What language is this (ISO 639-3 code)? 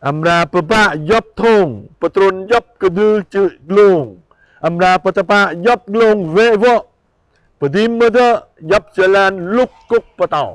jra